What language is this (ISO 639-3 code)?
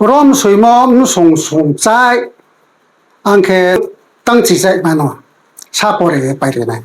ria